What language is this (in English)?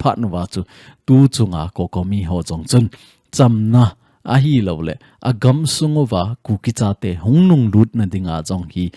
Thado Chin